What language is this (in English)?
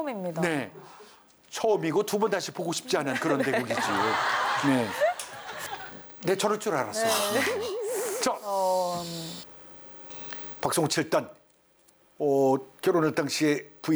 Korean